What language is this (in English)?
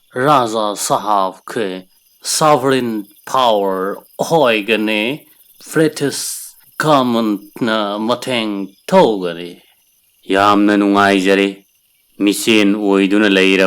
Manipuri